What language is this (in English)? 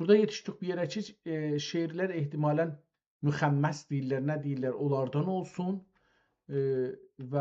South Azerbaijani